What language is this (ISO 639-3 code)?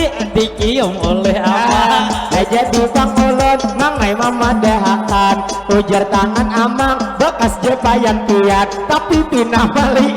bjn